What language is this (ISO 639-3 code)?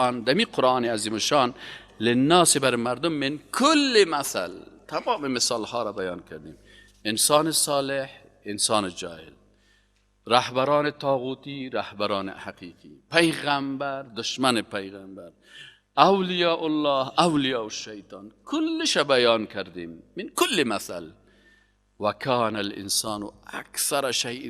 fas